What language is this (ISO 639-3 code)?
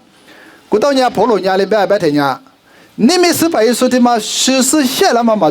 lis